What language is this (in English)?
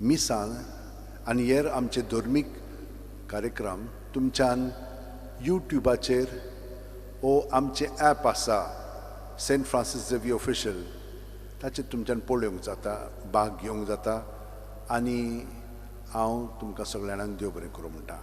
Konkani